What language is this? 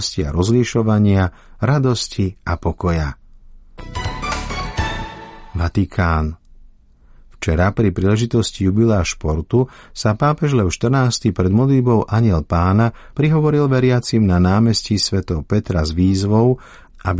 Slovak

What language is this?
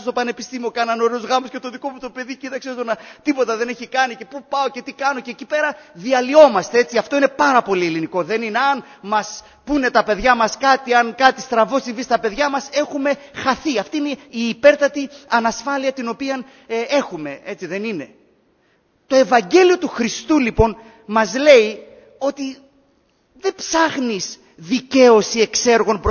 Greek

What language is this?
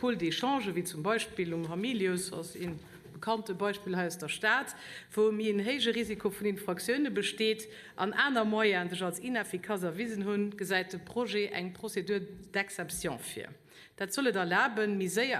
Luxembourgish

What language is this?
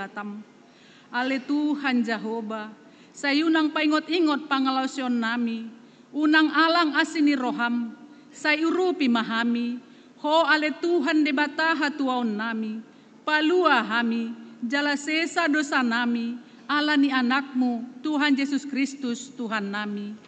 Batak Toba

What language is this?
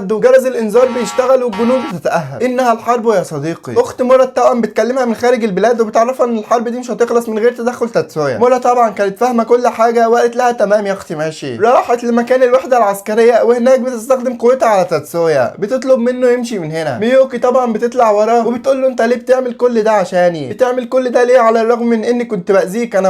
Egyptian Arabic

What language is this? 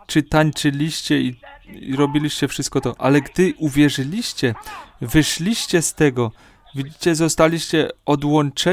Polish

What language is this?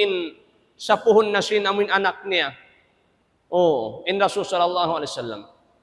Tausug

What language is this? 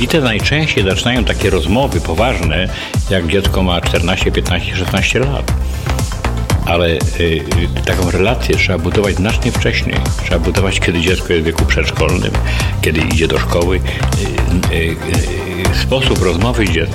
Polish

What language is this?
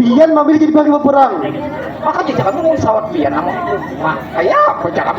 Banjar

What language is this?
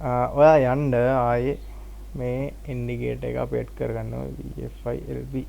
Sinhala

